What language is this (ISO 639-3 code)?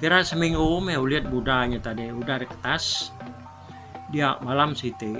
iba